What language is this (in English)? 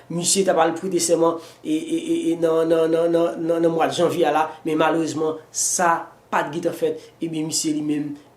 Haitian Creole